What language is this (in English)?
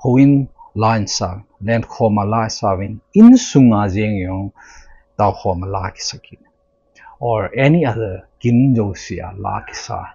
Thado Chin